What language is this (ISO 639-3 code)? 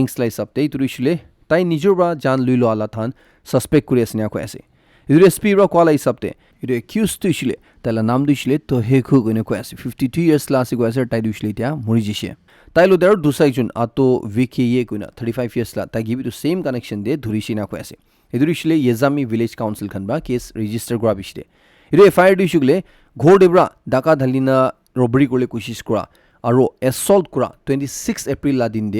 nag